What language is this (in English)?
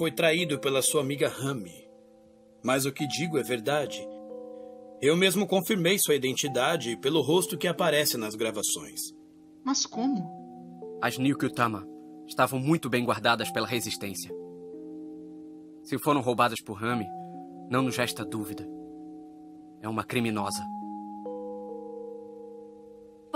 Portuguese